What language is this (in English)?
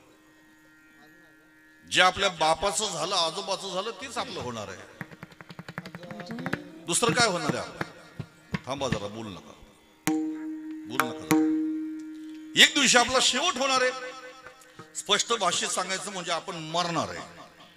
Marathi